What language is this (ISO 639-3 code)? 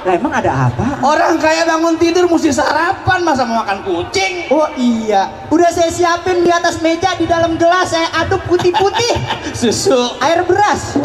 bew